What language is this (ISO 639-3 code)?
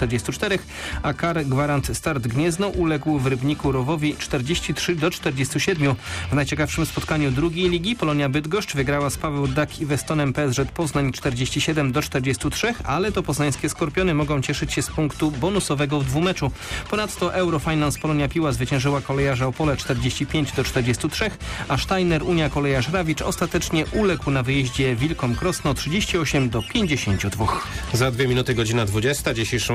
pol